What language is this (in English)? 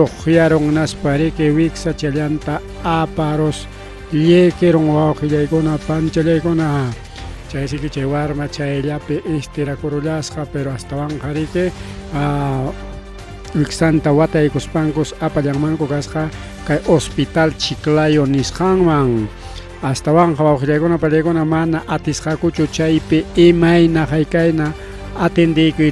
Ayacucho Quechua